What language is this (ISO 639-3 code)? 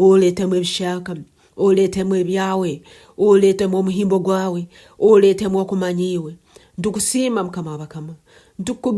nyn